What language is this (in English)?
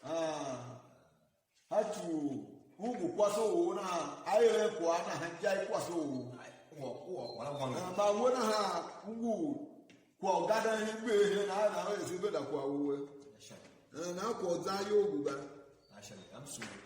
Tiv